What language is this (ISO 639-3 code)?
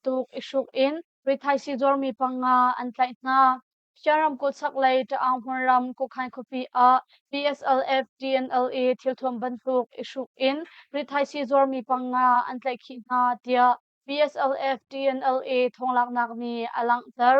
cnh